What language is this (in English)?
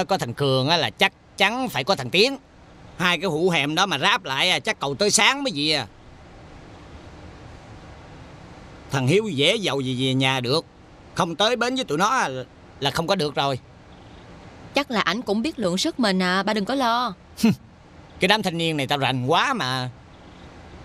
Vietnamese